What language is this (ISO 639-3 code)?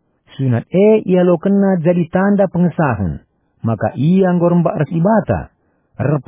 btx